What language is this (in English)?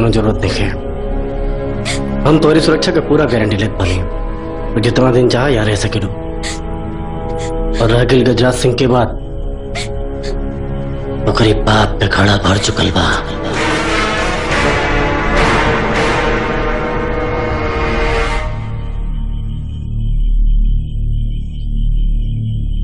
Bhojpuri